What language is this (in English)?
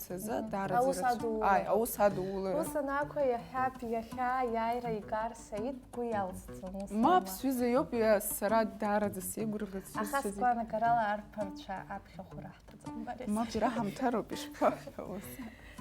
Abkhazian